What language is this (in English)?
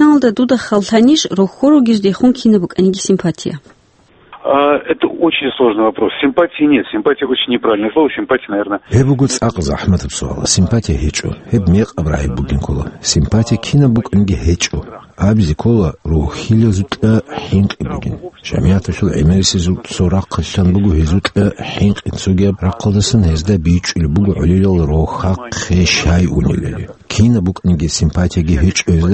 Avaric